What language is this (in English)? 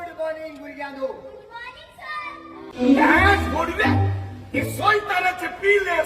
Konkani